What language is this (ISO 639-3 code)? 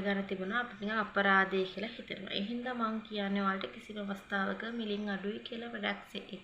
sin